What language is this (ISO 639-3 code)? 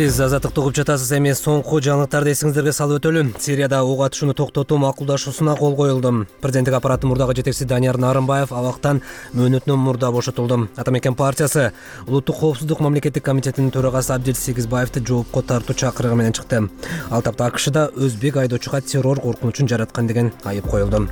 kir